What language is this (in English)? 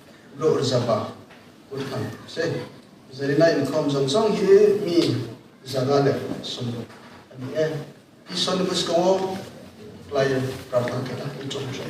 Riang (India)